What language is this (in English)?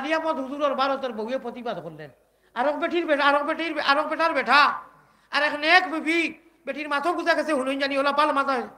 Sylheti